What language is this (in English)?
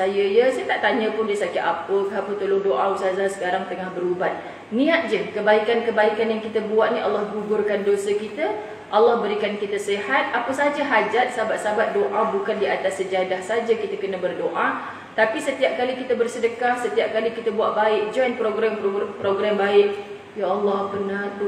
Malay